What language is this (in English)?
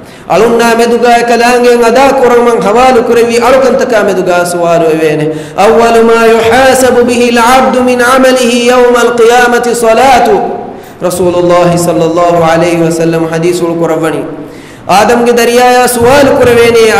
Divehi